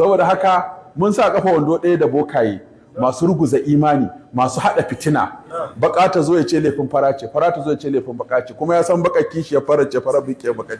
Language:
Hausa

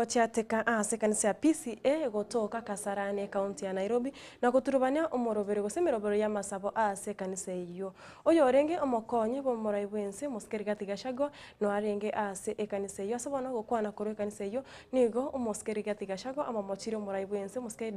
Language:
Gusii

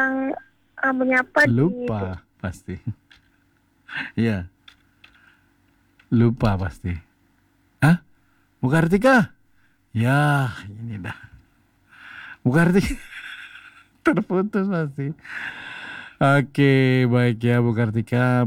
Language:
Indonesian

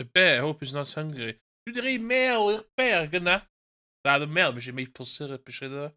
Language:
Welsh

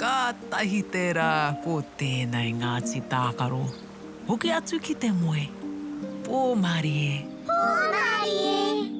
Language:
Māori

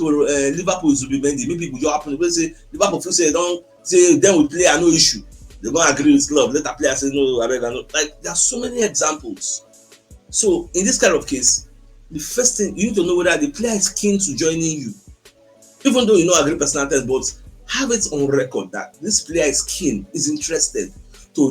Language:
Nigerian Pidgin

